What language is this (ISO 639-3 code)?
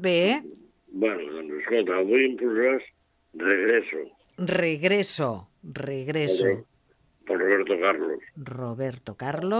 cat